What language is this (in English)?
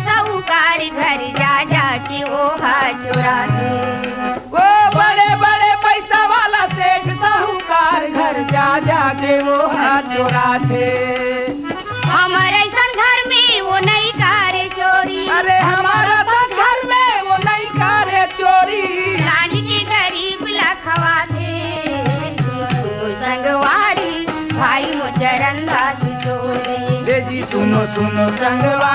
Chhattisgarhi